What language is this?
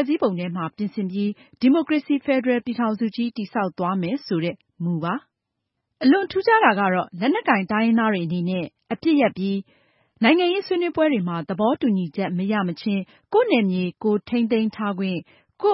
Burmese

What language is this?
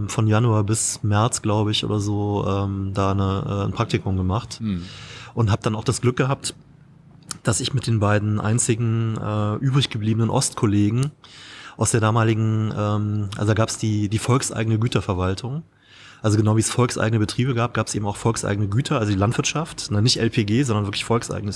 German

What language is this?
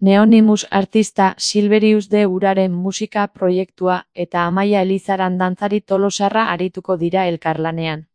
Basque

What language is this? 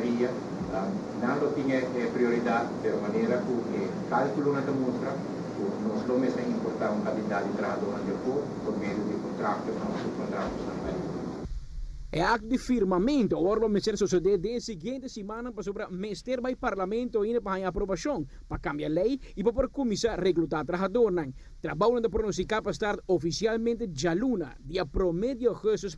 Papiamento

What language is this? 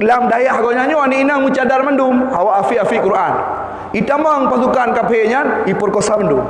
Achinese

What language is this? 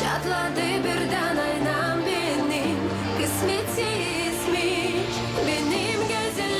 Gagauz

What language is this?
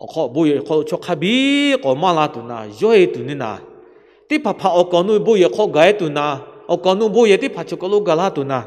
Lahu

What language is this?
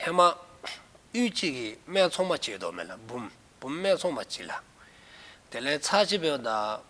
Dzongkha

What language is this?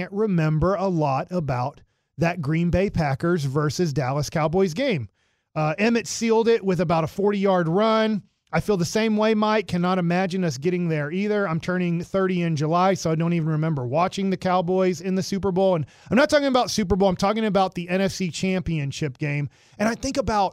English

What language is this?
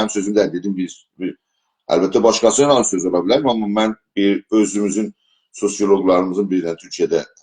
South Azerbaijani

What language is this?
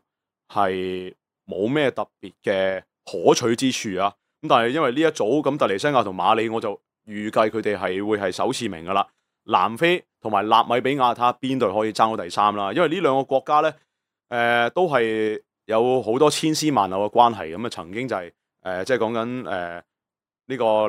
Cantonese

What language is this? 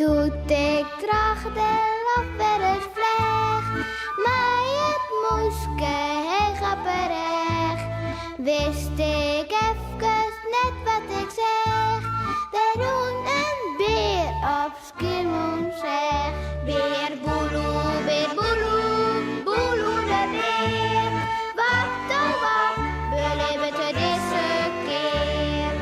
Western Frisian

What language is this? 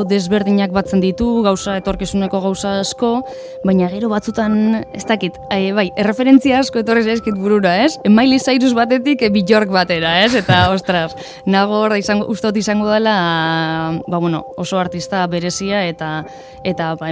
Basque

